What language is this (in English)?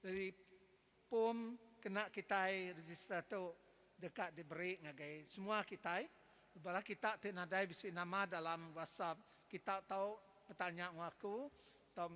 Iban